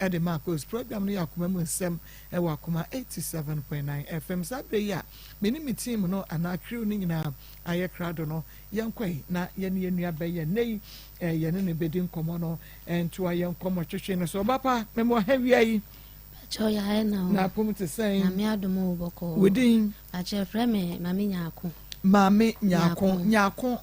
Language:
Akan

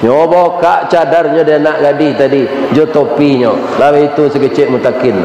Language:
Minangkabau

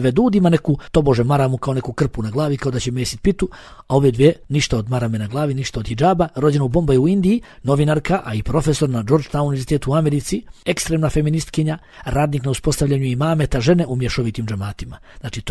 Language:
Bosnian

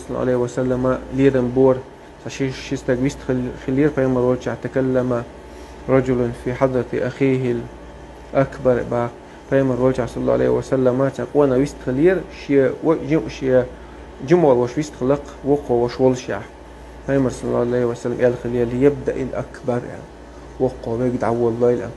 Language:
Chechen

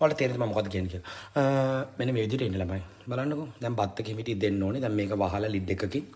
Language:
Sinhala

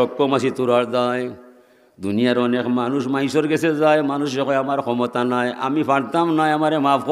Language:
Sylheti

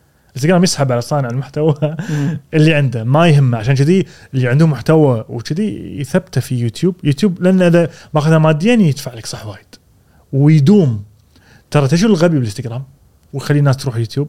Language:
Gulf Arabic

